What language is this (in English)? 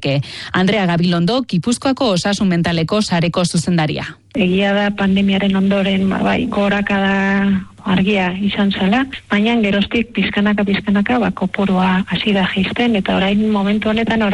Basque